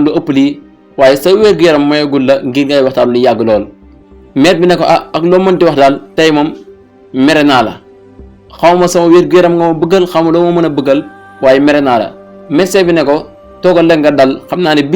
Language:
Wolof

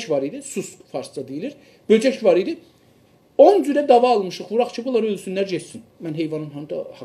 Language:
South Azerbaijani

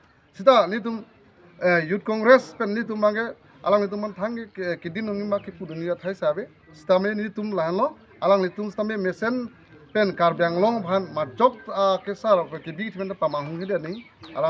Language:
Karbi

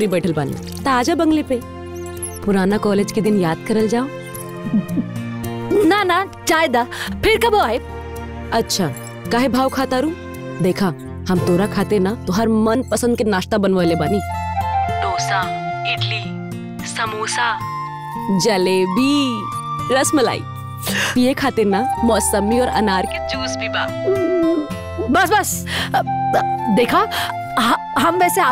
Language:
Bhojpuri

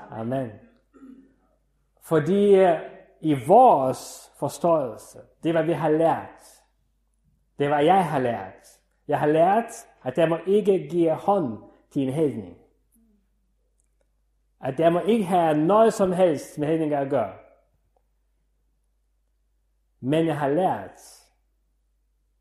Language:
Danish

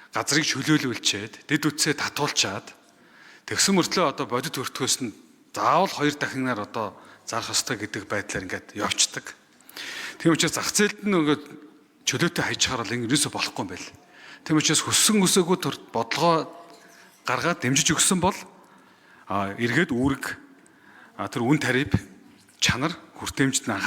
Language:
Mongolian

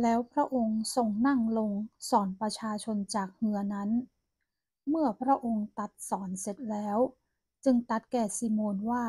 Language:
Northern Thai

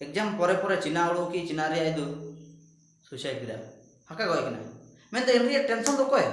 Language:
Ho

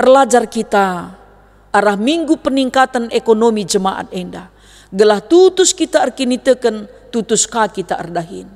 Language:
Batak Karo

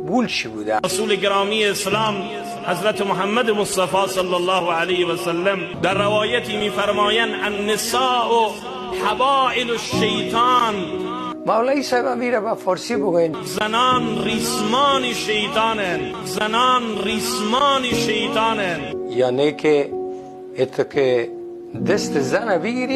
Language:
Persian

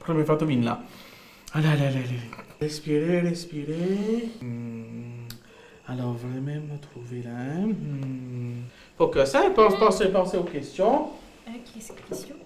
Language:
Morisyen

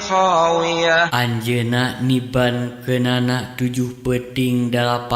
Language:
Sundanese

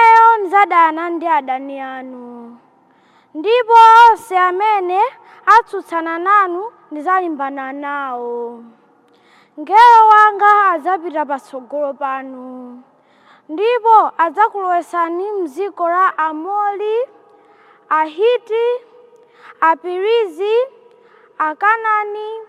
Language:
Nyanja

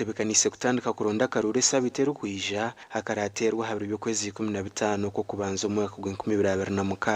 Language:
Nyankole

